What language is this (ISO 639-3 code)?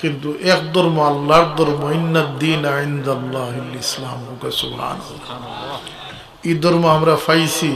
syl